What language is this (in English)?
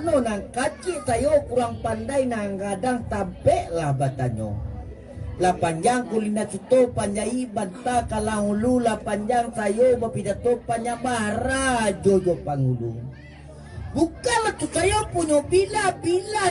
Minangkabau